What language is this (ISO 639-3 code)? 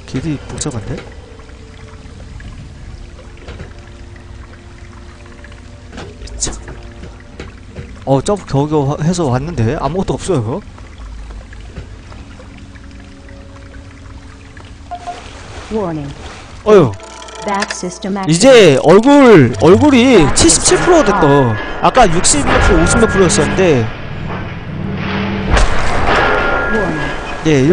kor